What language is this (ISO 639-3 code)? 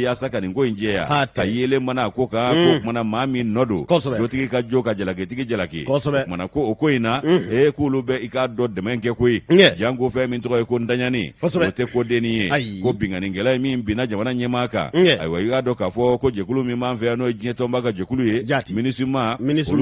bam